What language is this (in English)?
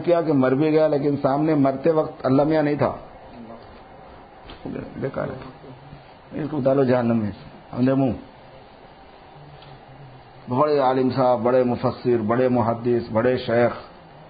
Urdu